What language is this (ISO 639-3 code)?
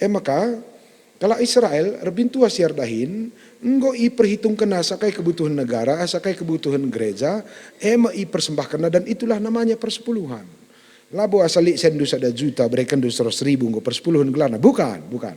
btx